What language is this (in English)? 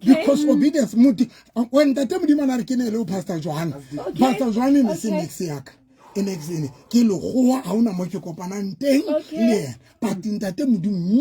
Southern Sotho